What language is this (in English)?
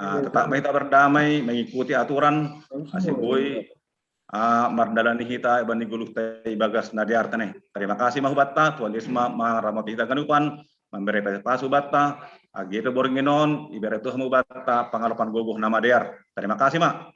Batak Simalungun